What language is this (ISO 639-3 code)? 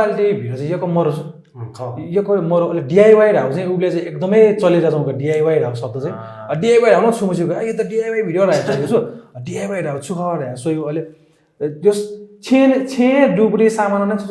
new